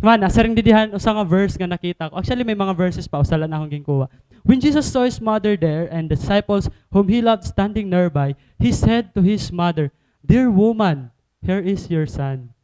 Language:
Waray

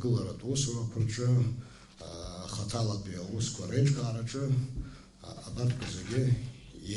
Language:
Abkhazian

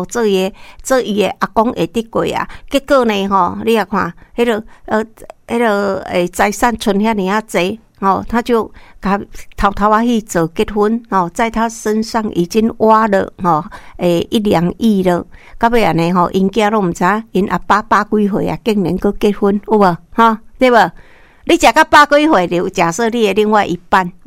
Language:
Min Nan Chinese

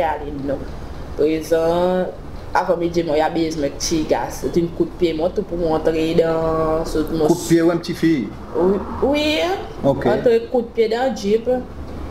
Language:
Seselwa Creole French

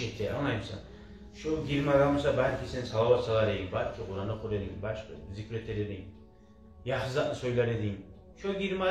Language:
Kumyk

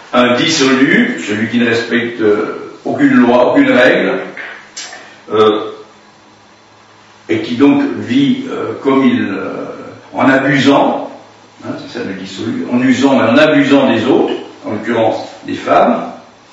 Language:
French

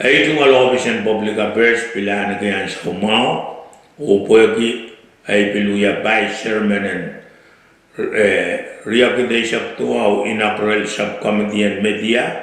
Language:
Pohnpeian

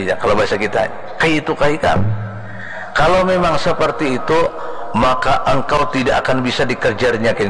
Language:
Banjar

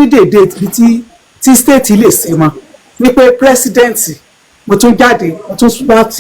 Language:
Yoruba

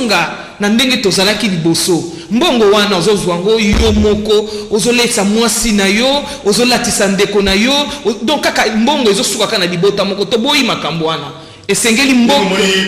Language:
Lingala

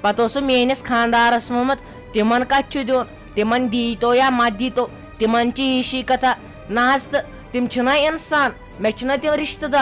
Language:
Kashmiri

